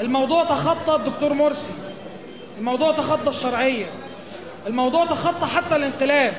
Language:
Egyptian Arabic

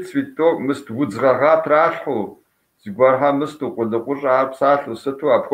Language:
Kabardian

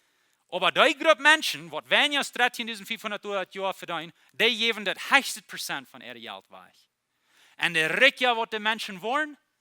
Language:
Plautdietsch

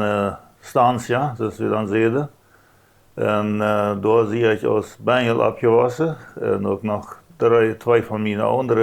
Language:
Plautdietsch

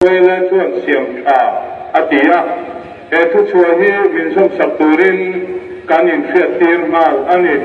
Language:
Mizo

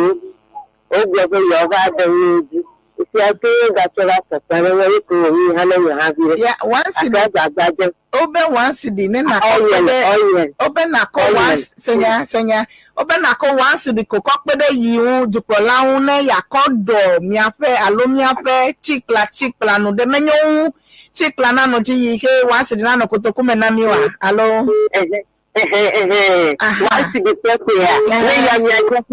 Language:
Ewe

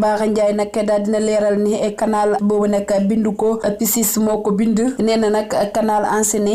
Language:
Wolof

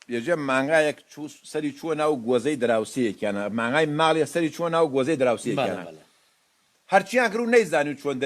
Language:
Central Kurdish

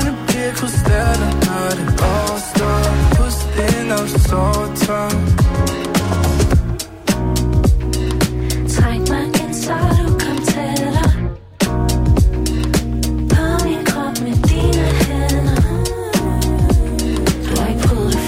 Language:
Danish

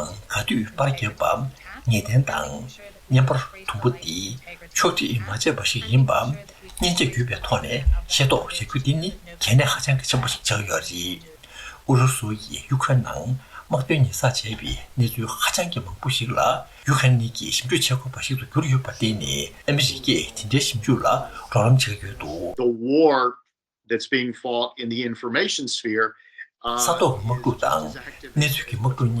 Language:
Tibetan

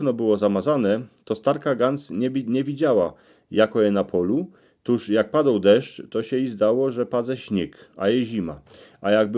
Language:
Silesian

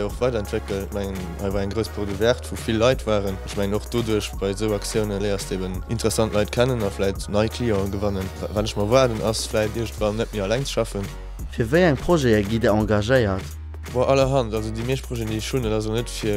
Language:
Luxembourgish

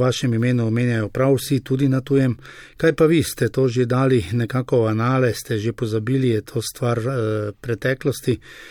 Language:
Slovenian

